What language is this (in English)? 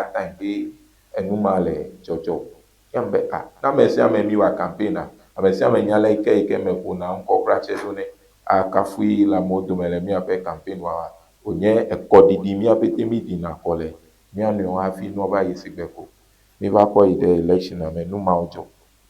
Ewe